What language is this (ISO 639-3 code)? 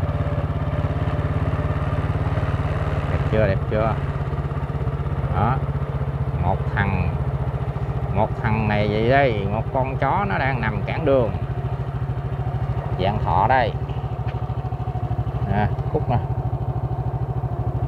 vie